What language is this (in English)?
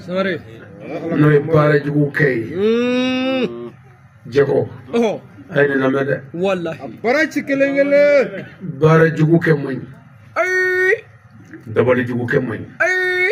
Bambara